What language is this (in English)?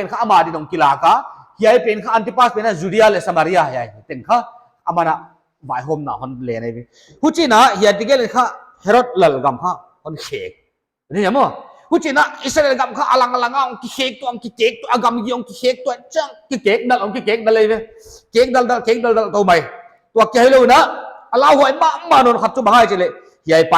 Paite Chin